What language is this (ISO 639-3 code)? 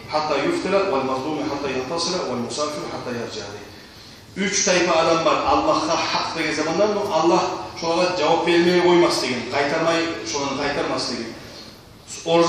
kum